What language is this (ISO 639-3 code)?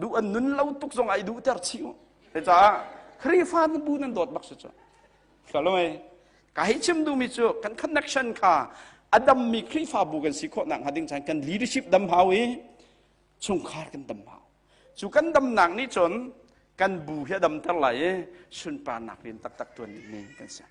cnh